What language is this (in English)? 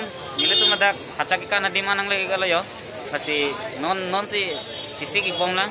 Karbi